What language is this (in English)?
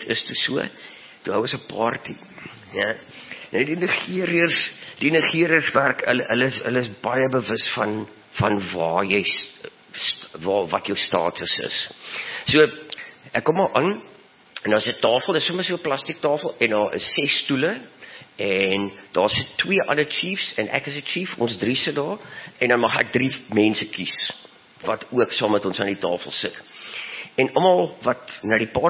Afrikaans